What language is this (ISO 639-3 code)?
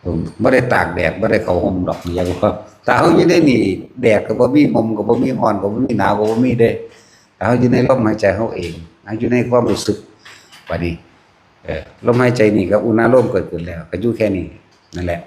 tts